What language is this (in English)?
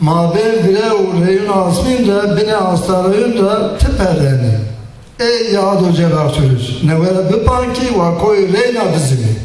Zaza